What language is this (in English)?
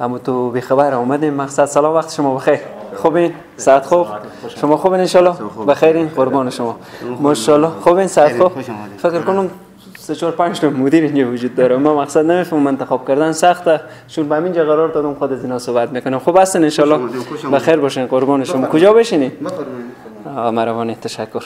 Persian